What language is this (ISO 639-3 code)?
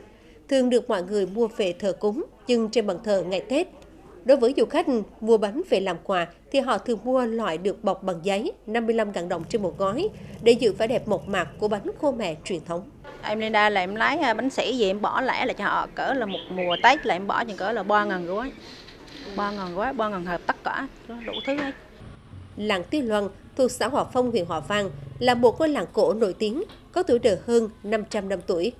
vie